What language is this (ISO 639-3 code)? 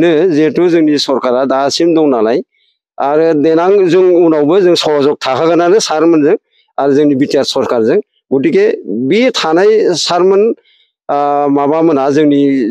brx